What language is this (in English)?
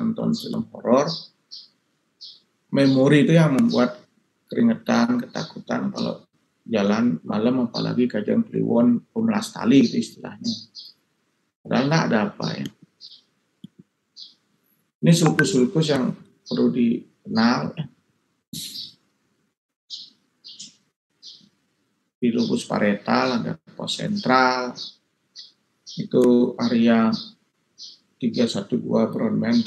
Indonesian